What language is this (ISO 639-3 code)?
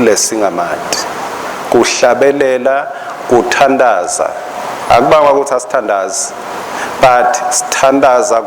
ssw